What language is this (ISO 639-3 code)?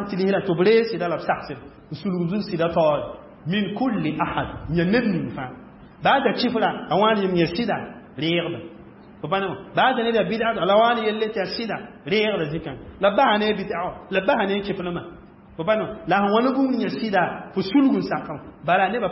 mos